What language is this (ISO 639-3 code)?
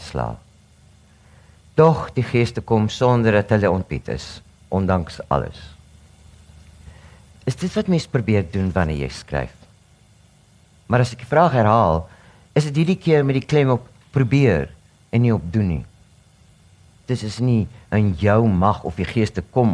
afr